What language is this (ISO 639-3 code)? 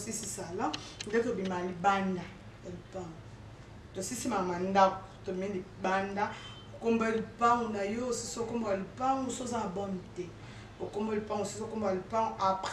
lin